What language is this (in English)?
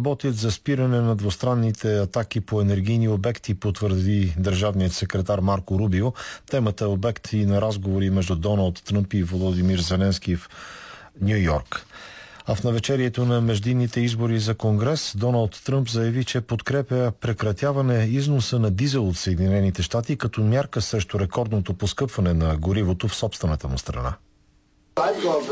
Bulgarian